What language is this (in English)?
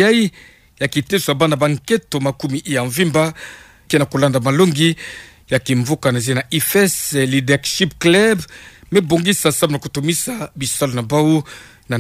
Kituba (Democratic Republic of Congo)